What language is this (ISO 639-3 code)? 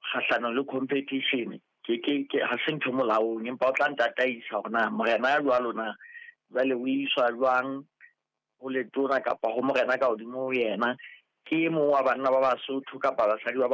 sot